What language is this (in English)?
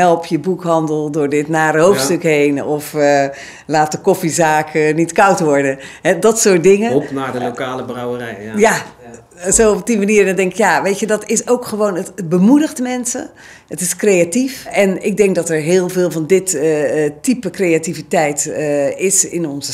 Dutch